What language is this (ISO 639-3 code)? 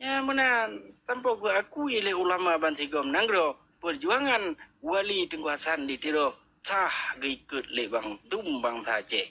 ace